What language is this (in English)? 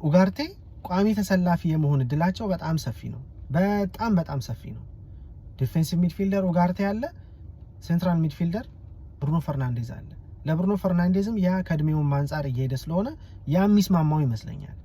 Amharic